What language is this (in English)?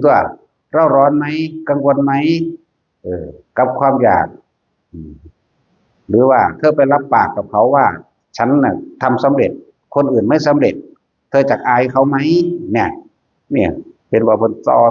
Northeastern Thai